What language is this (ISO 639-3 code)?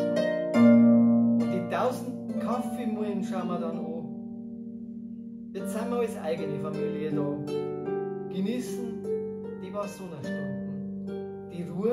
bar